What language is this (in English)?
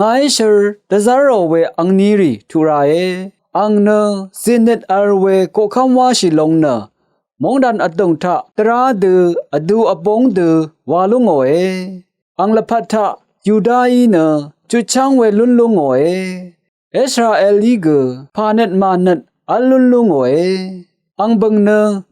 Rawang